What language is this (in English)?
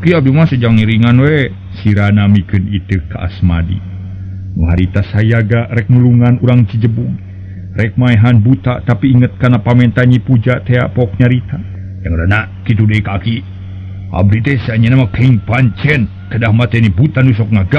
Sundanese